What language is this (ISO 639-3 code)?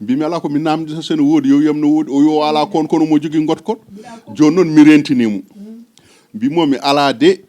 ful